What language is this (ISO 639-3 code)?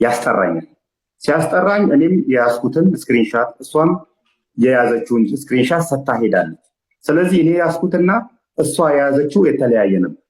amh